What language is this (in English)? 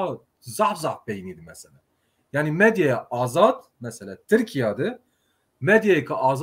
Zaza